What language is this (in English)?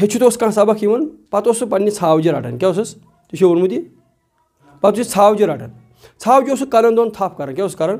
Kashmiri